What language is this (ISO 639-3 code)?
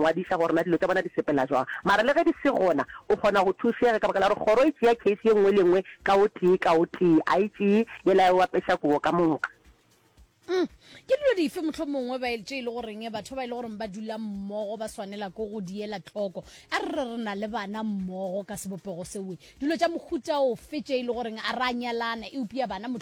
nso